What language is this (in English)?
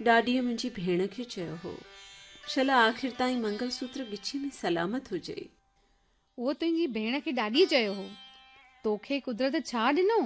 Sindhi